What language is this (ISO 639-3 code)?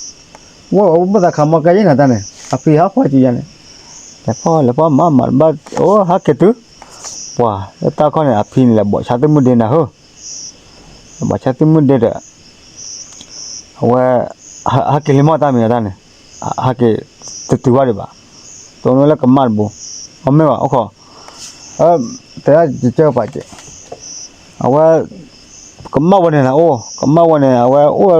ksw